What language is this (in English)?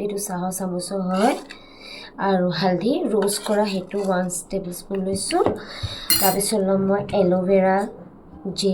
Assamese